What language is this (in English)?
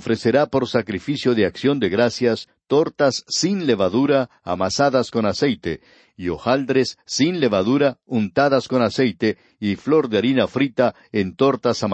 Spanish